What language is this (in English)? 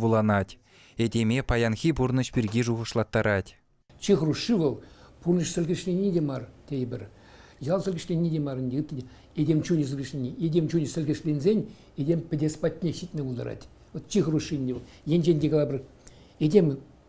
Chuvash